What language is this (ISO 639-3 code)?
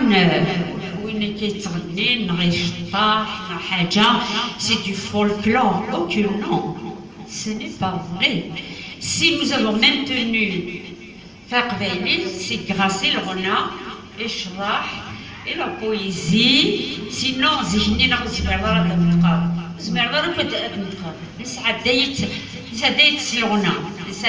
kab